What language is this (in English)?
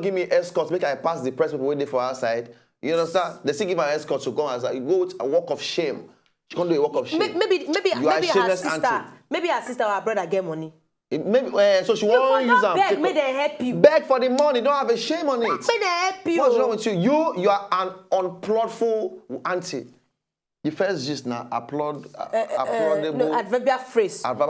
Nigerian Pidgin